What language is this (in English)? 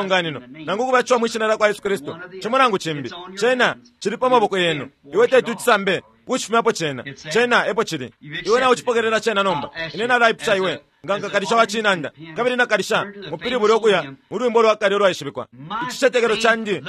Bemba